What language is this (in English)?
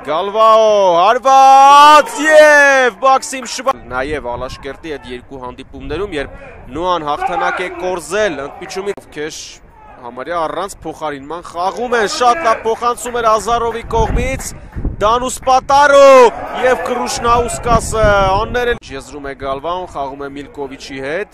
Armenian